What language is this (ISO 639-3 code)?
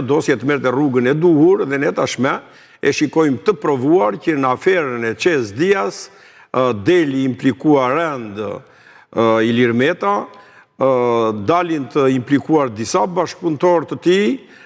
sqi